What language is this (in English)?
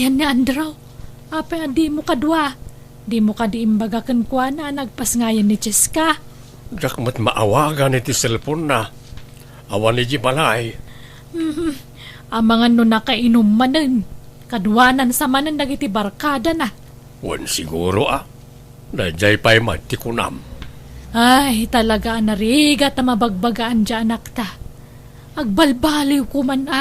Iloko